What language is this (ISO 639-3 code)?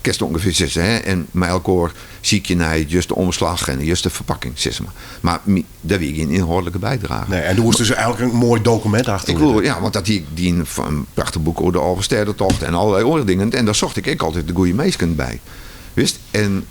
fry